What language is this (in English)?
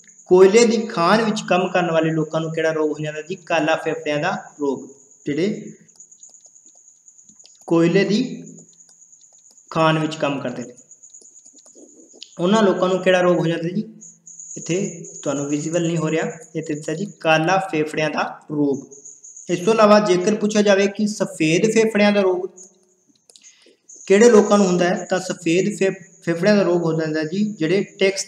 Punjabi